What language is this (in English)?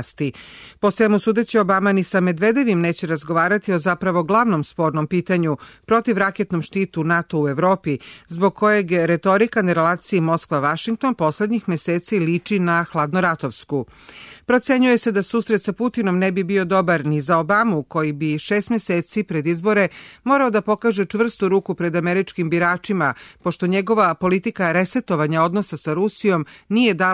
Serbian